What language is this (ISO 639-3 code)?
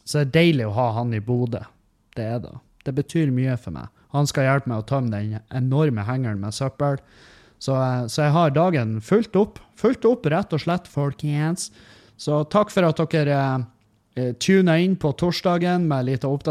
nor